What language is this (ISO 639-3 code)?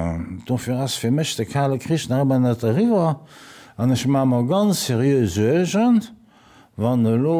ltz